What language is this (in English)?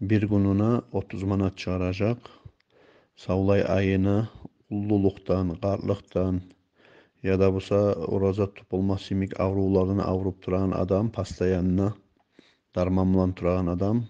Kumyk